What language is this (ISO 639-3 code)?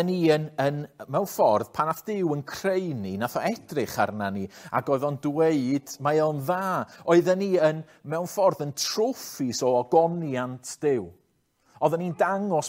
cym